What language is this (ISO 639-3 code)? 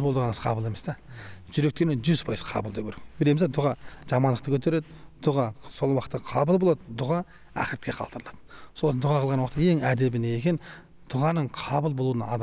kaz